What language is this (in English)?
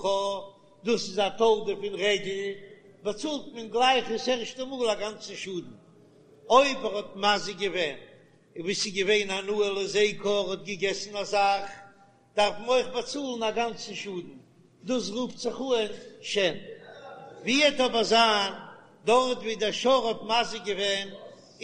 Yiddish